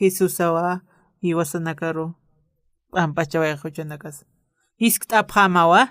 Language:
Aymara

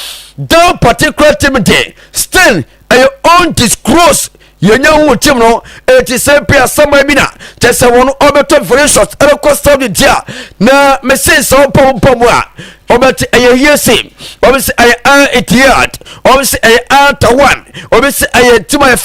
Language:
Akan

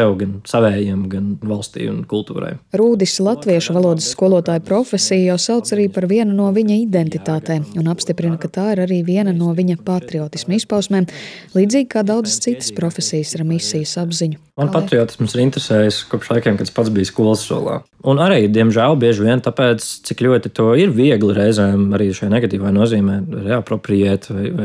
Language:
Latvian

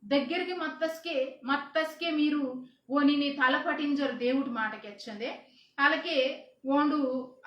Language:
Koya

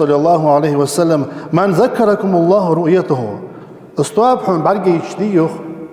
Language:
Ingush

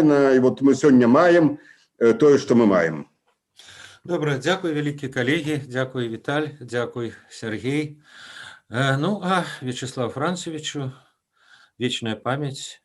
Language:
Belarusian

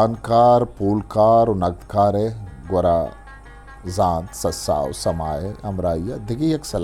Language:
Eastern Balochi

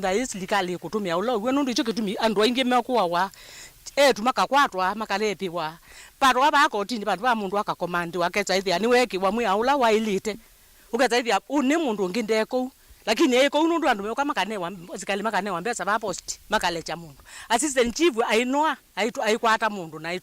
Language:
Kamba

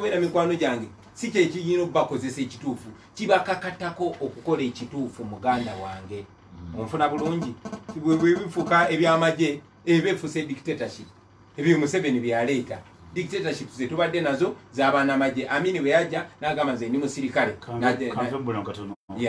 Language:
Ganda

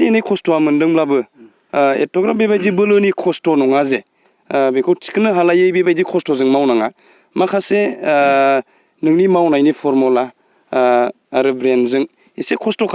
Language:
Bodo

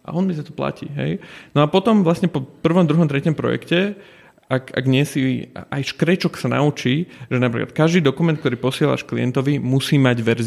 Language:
Slovak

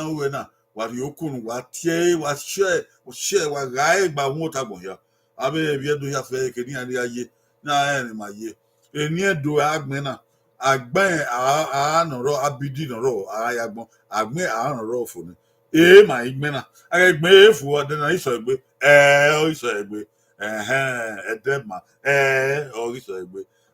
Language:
Bini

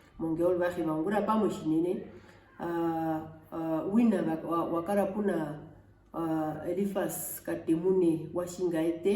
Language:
Herero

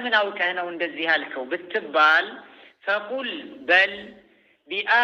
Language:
Amharic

